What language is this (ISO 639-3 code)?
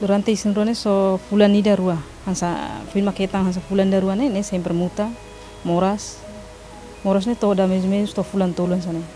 tet